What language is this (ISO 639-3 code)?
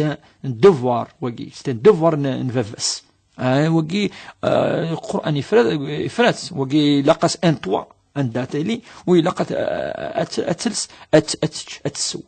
kab